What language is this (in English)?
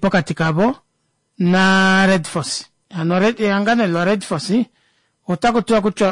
Kuanyama